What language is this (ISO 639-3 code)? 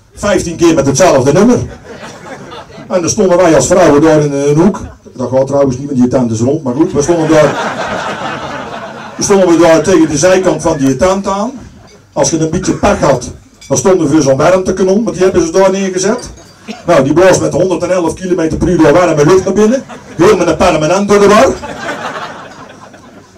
nld